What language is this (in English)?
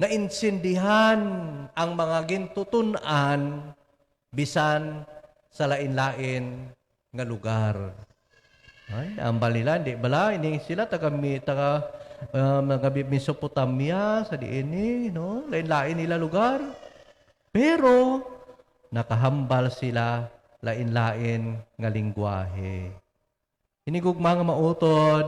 Hiligaynon